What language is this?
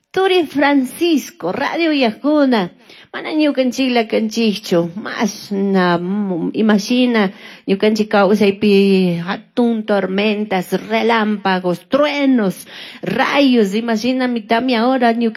Chimborazo Highland Quichua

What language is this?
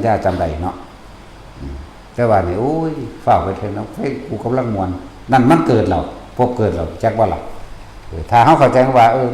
Northeastern Thai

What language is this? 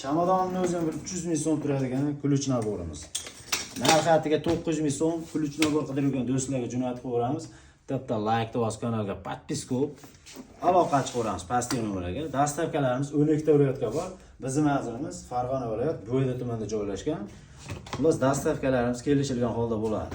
Uzbek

